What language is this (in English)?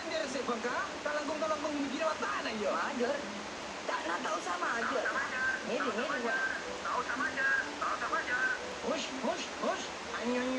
Madurese